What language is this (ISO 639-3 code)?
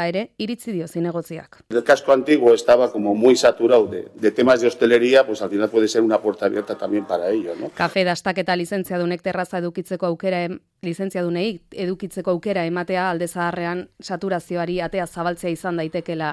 eus